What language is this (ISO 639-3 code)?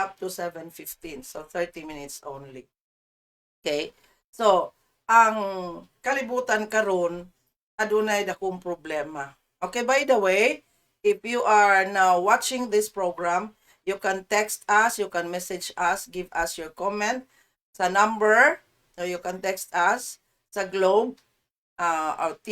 ceb